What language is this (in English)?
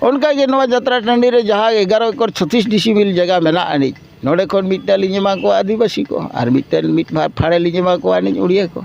Santali